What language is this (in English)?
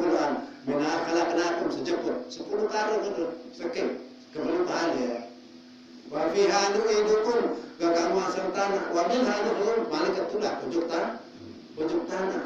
Sasak